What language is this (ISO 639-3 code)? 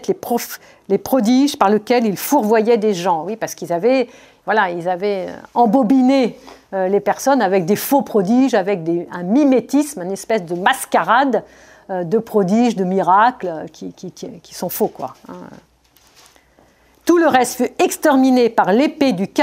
fra